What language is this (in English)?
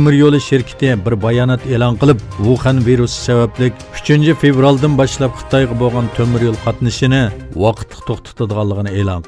Uyghur